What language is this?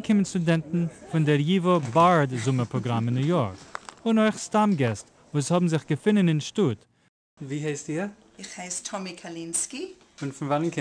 Yiddish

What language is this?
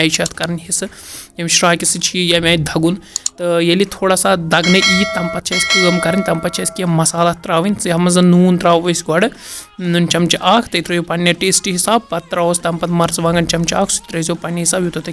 Kashmiri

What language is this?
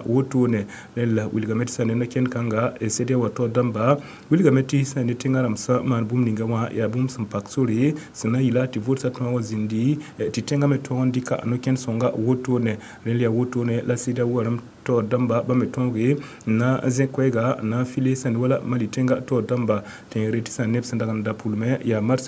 Mossi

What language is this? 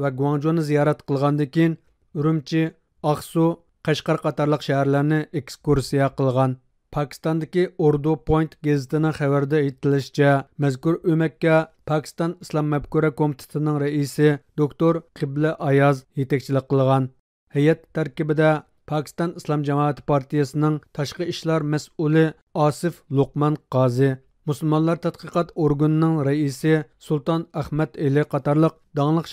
Uyghur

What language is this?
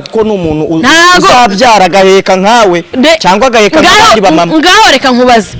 Kinyarwanda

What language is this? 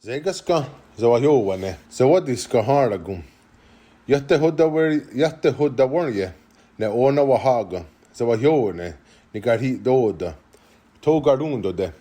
Mohawk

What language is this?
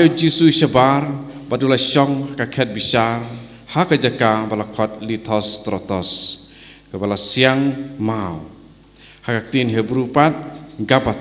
Khasi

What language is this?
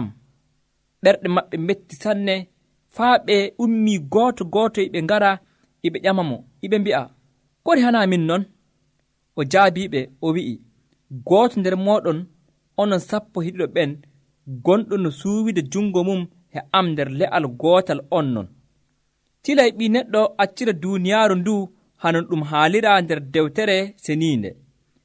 Nigerian Fulfulde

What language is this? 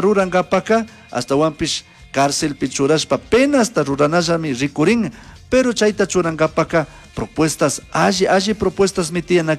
Chimborazo Highland Quichua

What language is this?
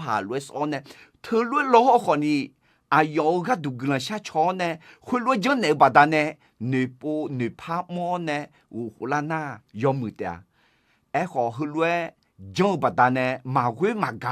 Akha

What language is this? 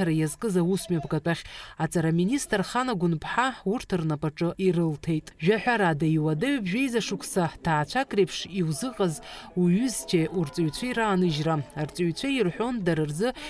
Abkhazian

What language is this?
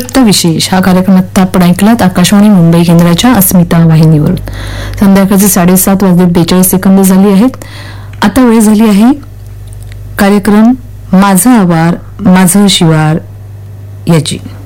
Marathi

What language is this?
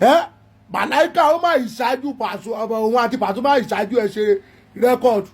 Yoruba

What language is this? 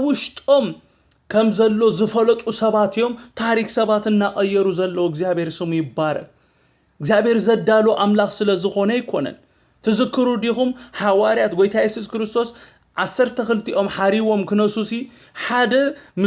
Tigrinya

